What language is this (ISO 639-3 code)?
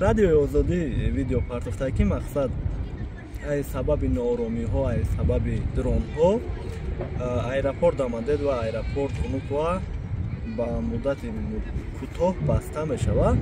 tgk